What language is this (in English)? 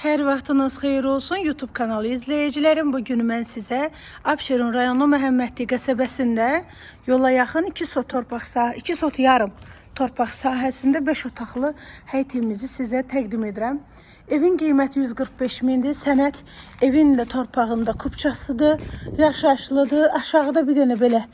Azerbaijani